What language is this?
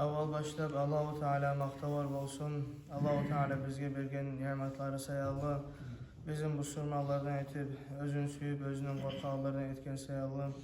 Kumyk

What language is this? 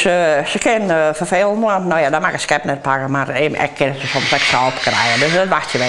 Western Frisian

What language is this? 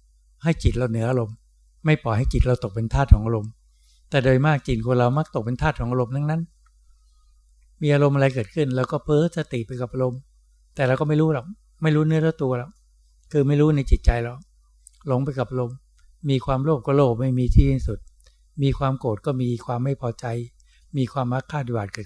Thai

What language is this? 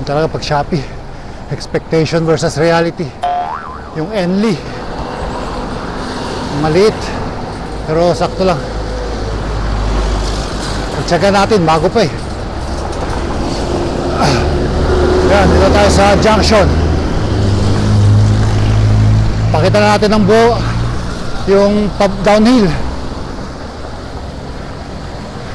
Filipino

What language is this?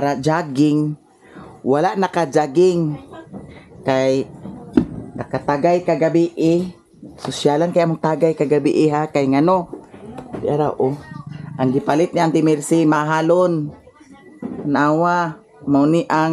Cebuano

